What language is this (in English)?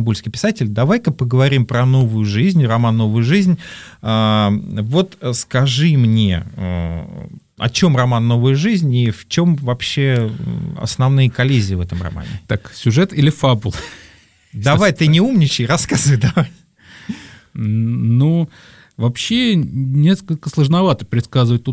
Russian